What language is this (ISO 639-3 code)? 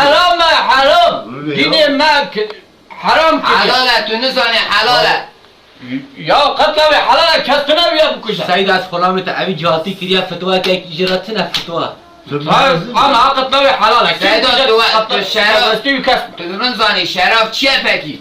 kur